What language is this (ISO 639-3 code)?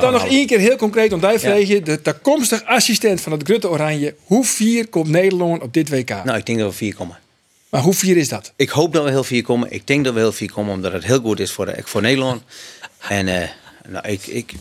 fry